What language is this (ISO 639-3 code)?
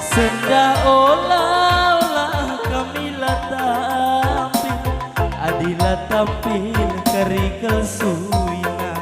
btx